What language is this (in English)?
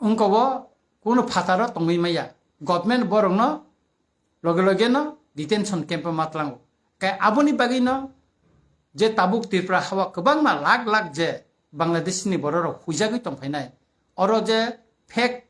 Kok Borok